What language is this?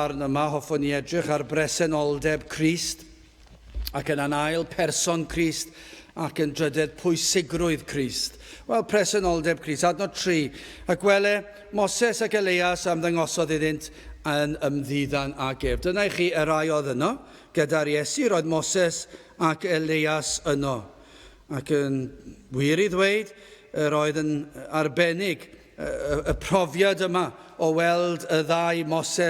Welsh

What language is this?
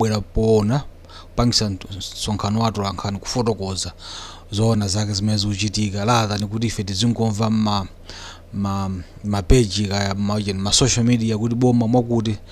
Nyanja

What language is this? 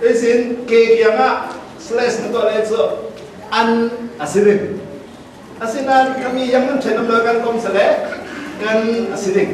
Falam Chin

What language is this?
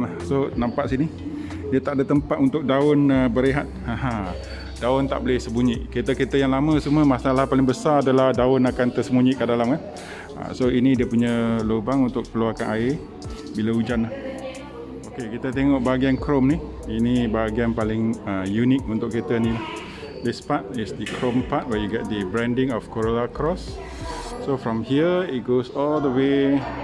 Malay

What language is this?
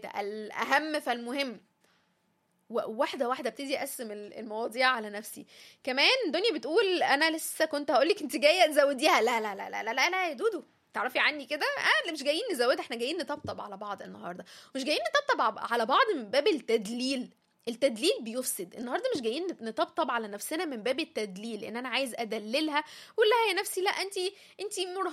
Egyptian Arabic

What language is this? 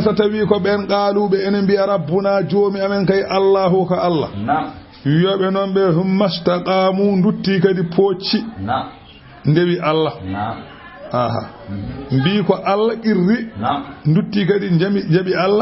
Fula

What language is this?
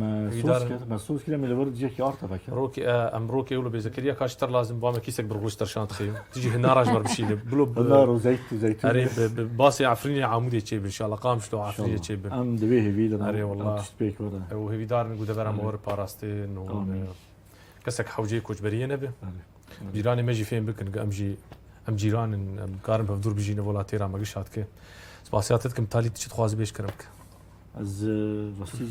Kurdish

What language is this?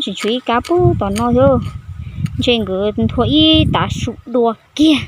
Hmong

